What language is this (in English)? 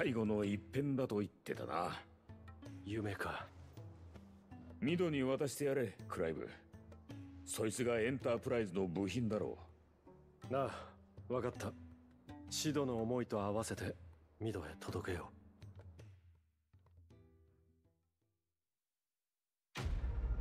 Japanese